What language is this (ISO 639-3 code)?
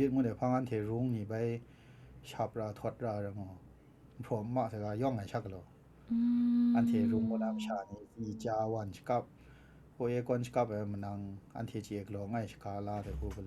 kac